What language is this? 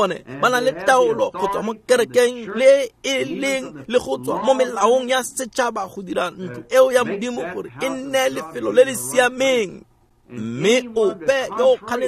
Tswana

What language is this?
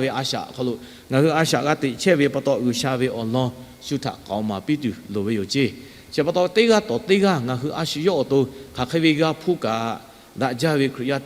Lahu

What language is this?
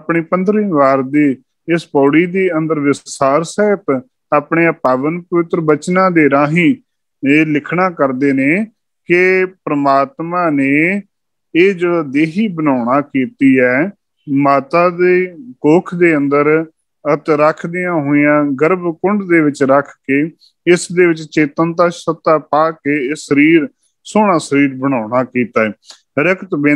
Punjabi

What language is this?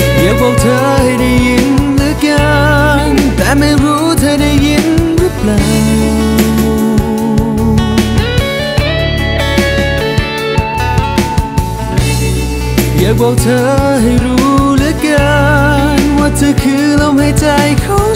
Thai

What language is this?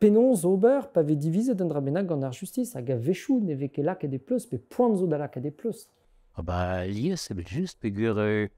Breton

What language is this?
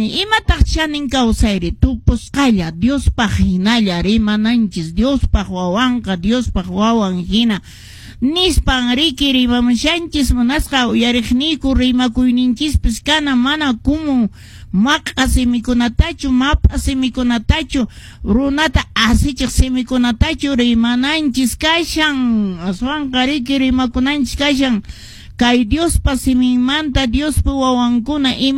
Quechua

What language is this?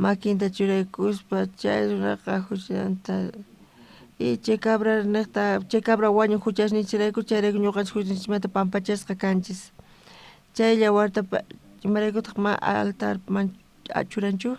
South Bolivian Quechua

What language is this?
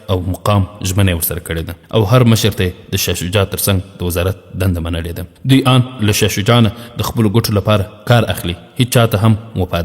Pashto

